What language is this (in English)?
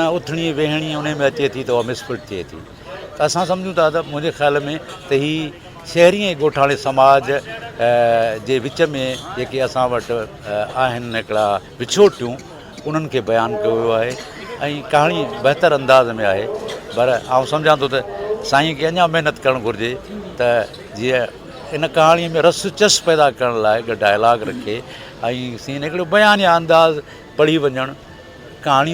Sindhi